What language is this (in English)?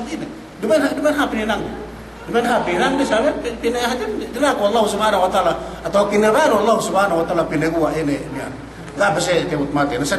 Yakan